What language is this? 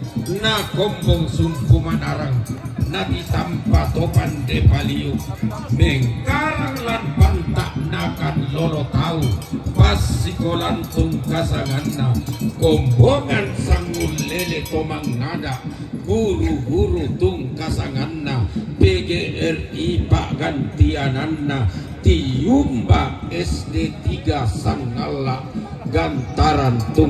Toraja-Sa'dan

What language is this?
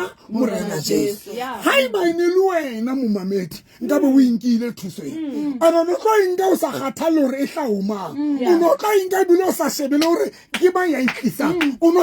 Southern Sotho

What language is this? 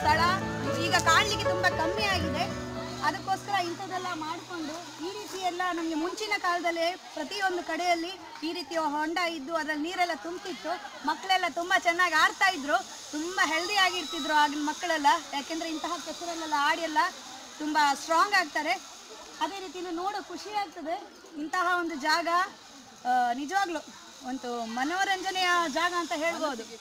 Kannada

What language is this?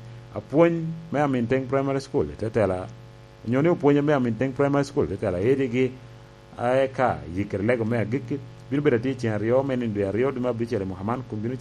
Lango (Uganda)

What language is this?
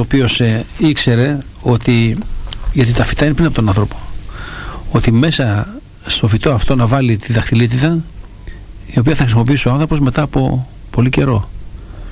Greek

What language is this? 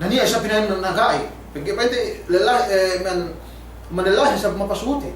Yakan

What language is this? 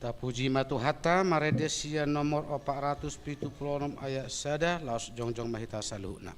Batak Toba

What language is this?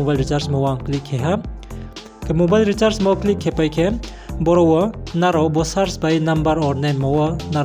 Riang (India)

